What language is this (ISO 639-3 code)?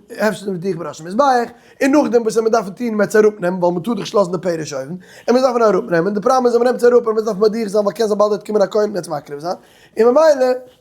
yid